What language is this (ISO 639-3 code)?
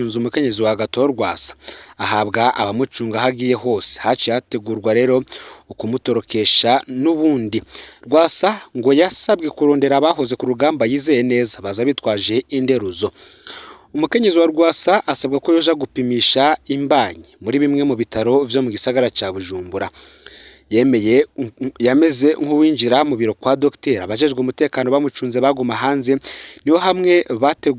run